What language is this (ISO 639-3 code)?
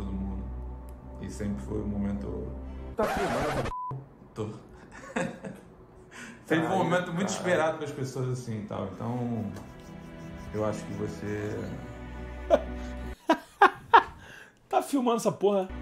por